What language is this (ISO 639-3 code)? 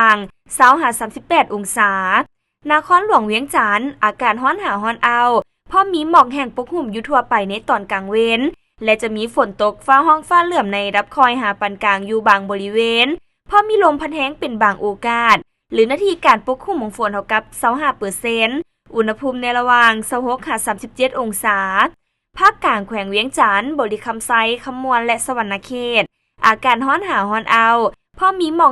lao